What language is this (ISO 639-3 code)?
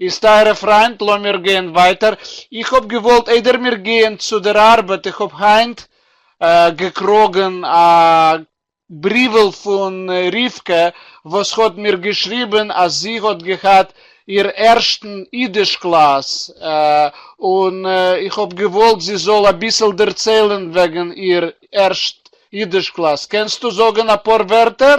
yid